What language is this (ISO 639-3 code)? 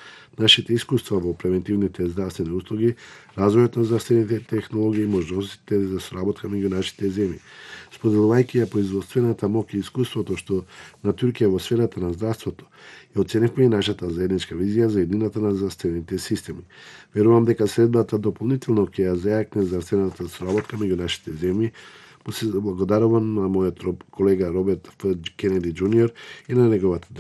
mkd